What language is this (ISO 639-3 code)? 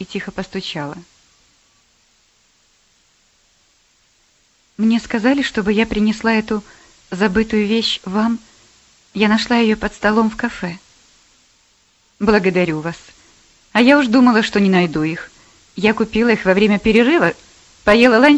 rus